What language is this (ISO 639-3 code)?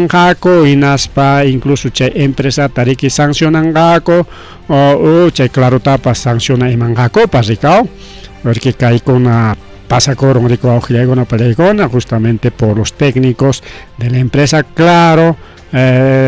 quy